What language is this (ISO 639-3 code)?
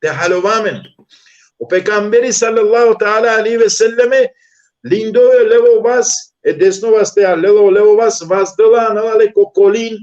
rmn